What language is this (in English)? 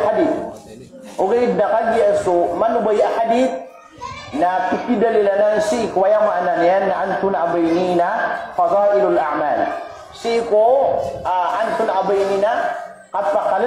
Maranao